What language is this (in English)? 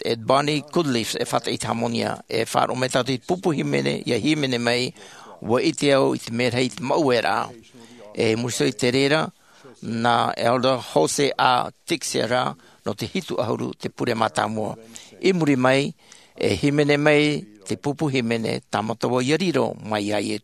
Tahitian